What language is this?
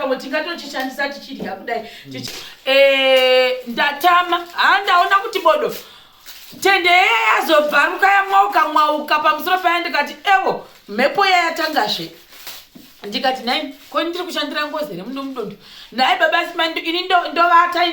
Shona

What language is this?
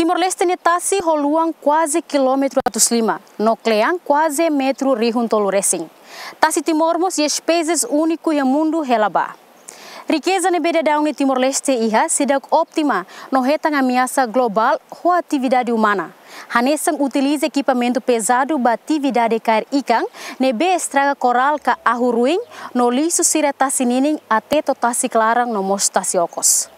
Tetum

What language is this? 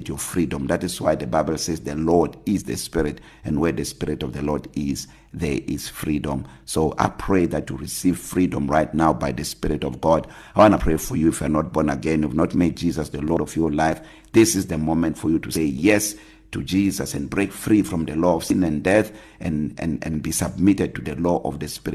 English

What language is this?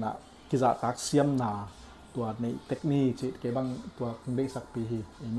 Tedim Chin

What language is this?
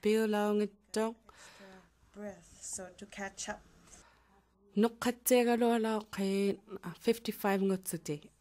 Inuktitut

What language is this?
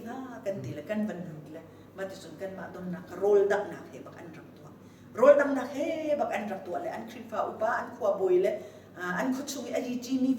Hakha Chin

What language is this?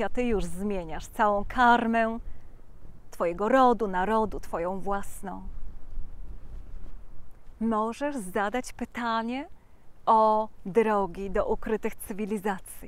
Polish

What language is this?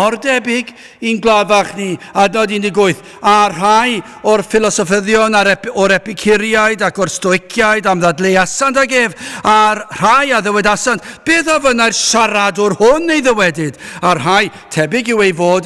Welsh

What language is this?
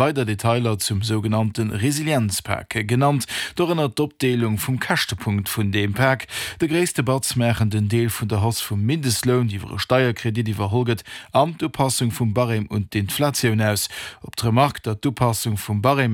Luxembourgish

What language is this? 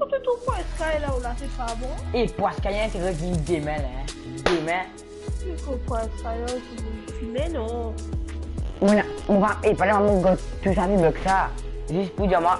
Morisyen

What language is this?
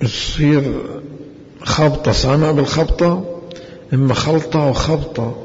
Mesopotamian Arabic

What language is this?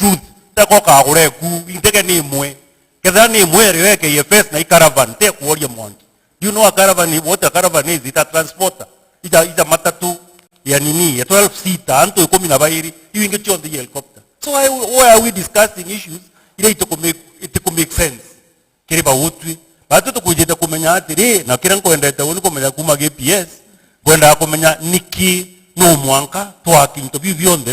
Meru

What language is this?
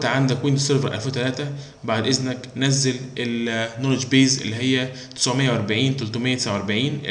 Egyptian Arabic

